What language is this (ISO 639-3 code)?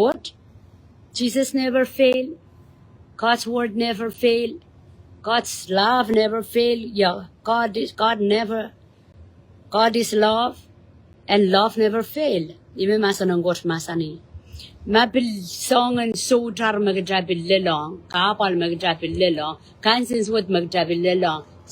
pon